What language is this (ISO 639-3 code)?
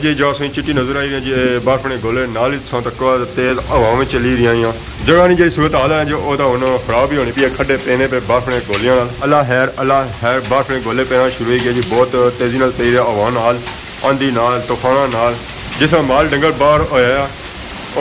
phr